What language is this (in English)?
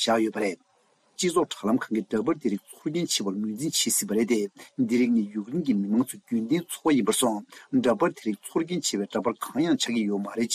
Tibetan